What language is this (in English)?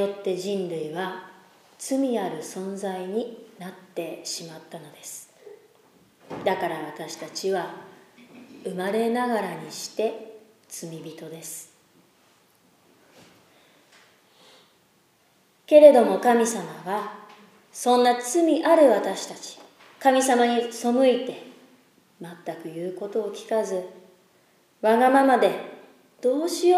Japanese